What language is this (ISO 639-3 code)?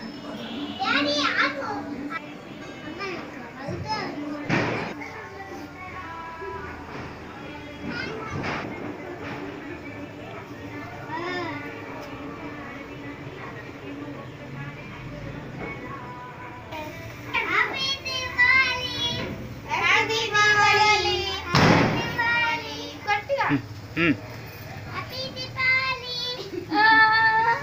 tel